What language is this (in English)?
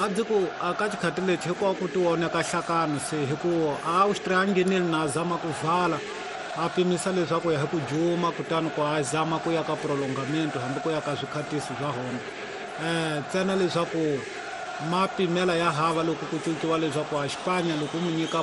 Tsonga